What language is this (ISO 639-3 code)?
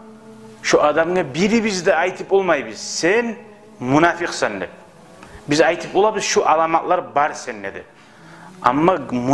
kum